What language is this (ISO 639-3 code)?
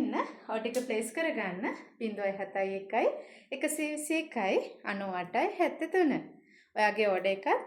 sin